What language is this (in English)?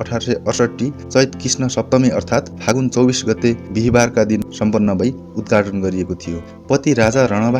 Nepali